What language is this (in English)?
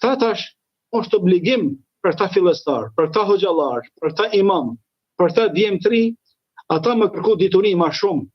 Albanian